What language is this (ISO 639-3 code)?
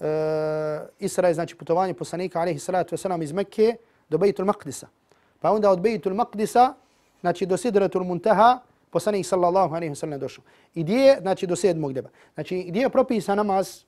bos